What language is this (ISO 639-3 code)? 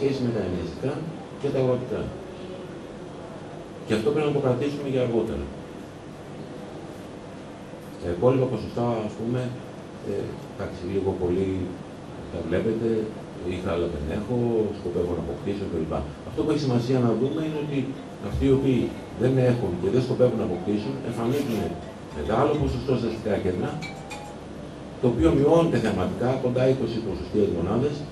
ell